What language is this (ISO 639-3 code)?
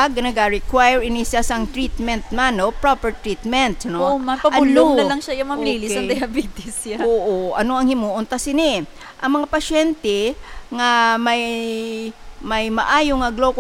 hil